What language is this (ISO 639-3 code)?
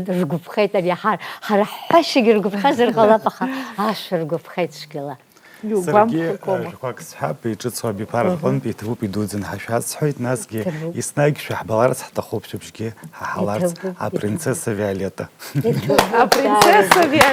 abk